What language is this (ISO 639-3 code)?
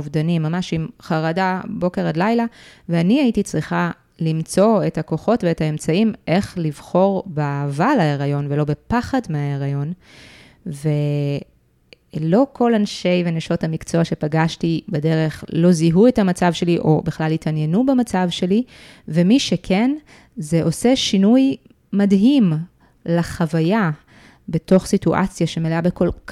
heb